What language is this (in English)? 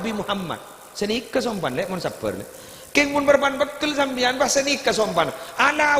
Madurese